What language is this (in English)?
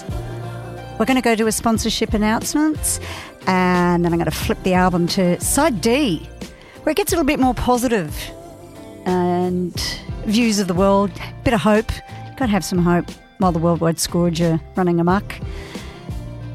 English